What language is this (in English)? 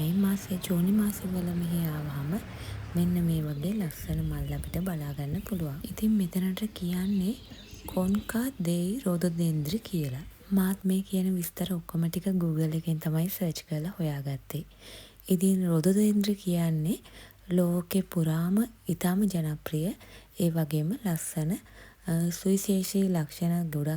Sinhala